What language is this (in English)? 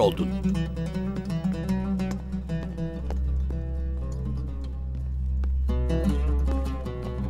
Turkish